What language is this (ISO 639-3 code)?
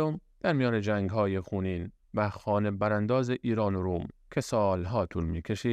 fas